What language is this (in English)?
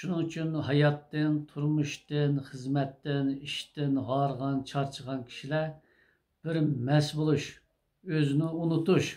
Uyghur